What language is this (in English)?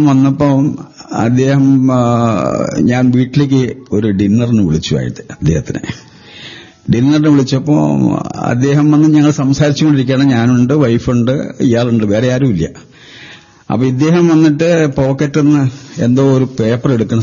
Malayalam